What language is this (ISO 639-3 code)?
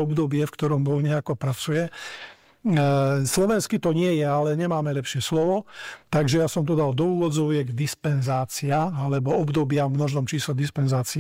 slk